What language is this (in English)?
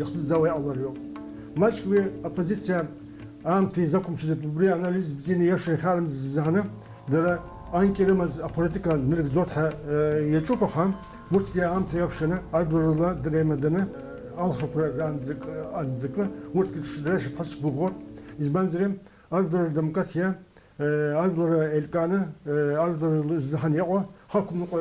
Abkhazian